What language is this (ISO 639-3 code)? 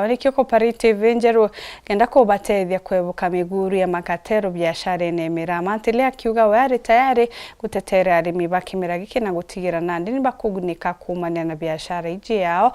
mer